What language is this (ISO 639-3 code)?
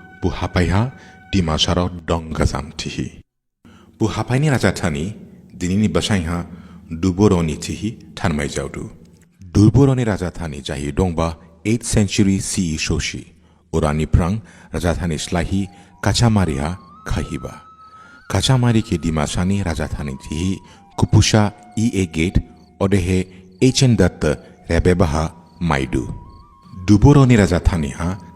dis